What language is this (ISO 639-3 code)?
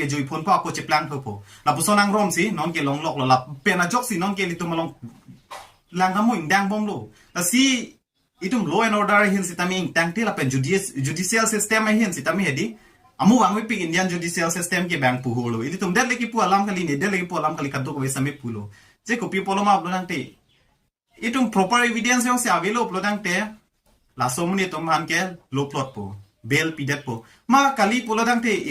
mjw